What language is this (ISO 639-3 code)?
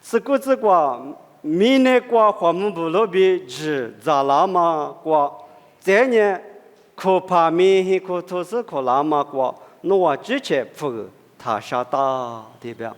lis